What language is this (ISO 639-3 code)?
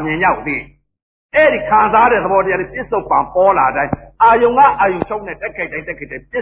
mya